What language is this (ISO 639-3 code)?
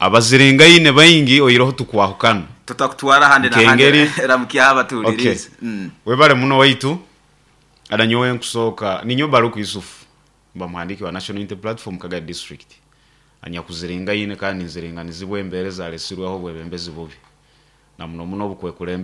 nyn